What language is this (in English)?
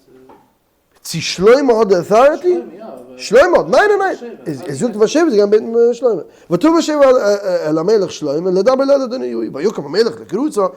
Yiddish